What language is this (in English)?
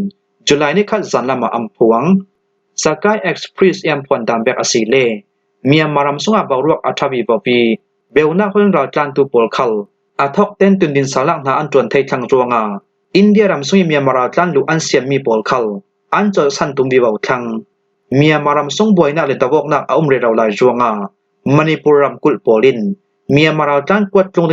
Falam Chin